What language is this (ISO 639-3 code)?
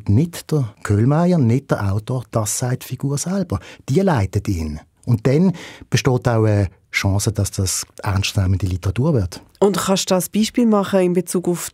gsw